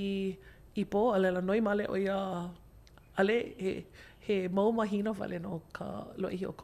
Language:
Hawaiian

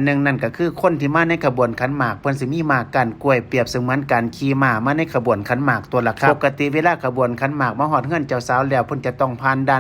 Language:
Northeastern Thai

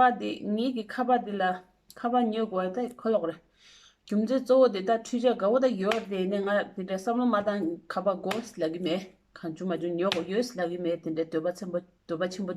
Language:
Tibetan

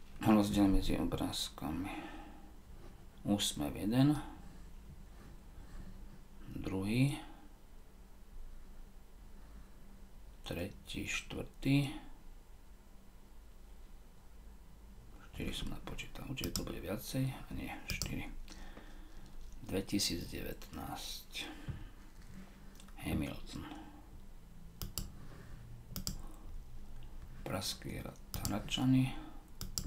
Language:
Slovak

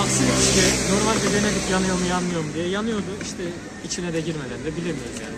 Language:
Turkish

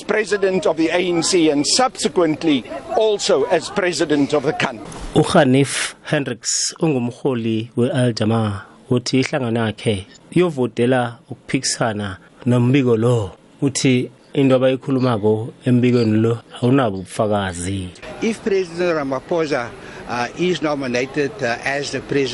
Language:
South Ndebele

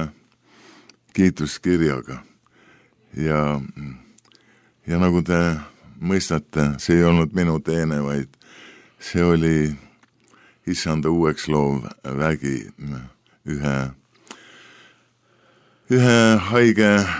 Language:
Estonian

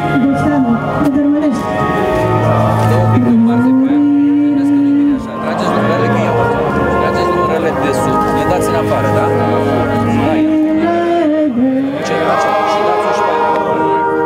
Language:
Romanian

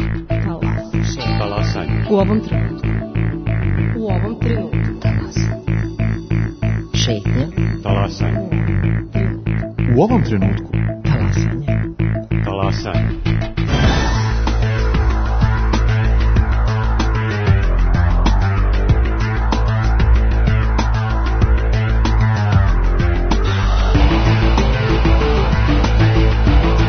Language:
Serbian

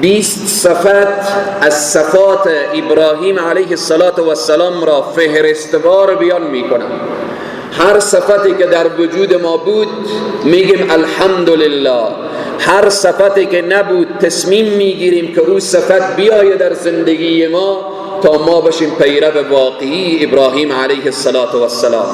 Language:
Persian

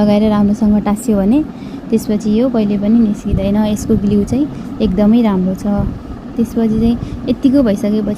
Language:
Nepali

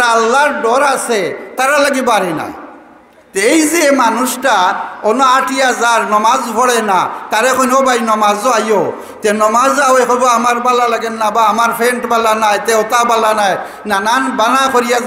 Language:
Sylheti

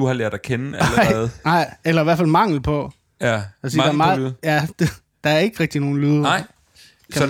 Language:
Danish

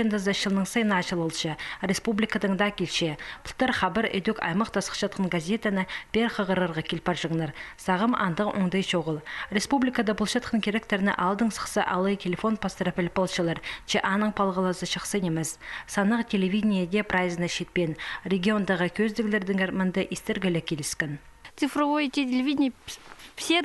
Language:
Khakas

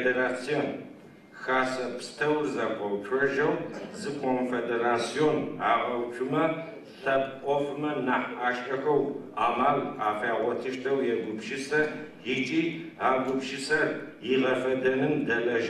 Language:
Adyghe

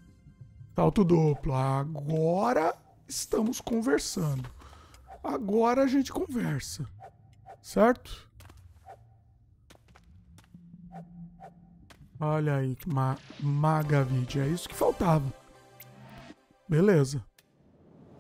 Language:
Portuguese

